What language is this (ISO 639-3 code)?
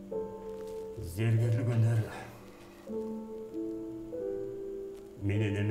kaz